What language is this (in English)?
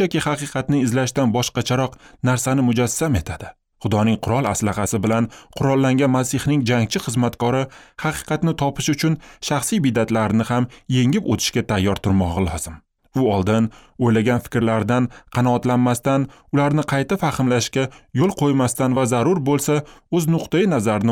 Uzbek